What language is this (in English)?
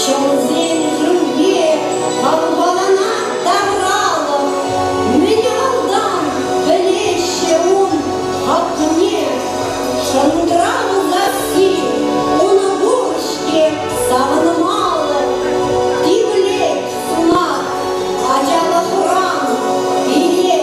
Chuvash